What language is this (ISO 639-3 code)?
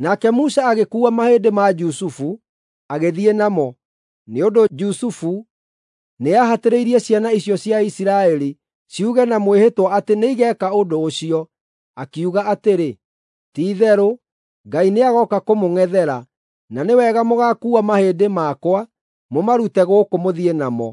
kik